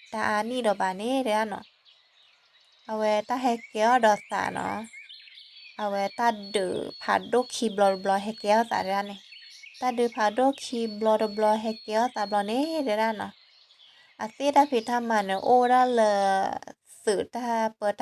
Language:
S'gaw Karen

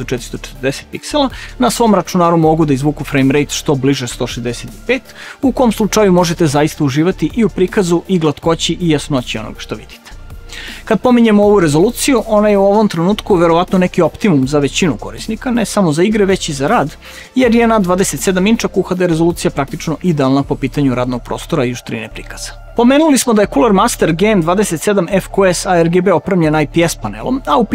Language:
Serbian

